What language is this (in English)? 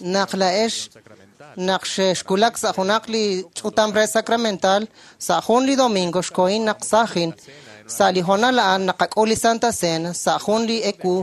Kekchí